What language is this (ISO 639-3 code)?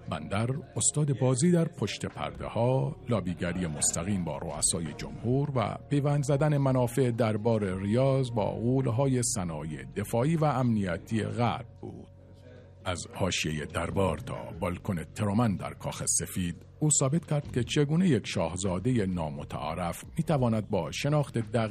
fas